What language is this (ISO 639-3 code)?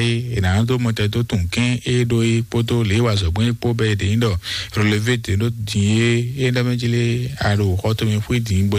fon